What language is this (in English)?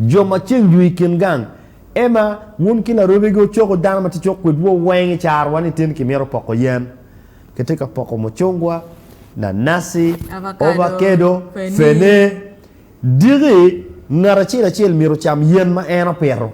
Acoli